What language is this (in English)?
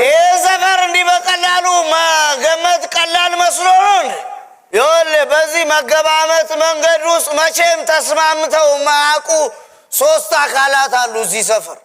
Amharic